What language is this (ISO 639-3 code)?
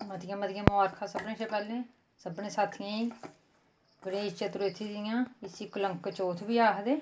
doi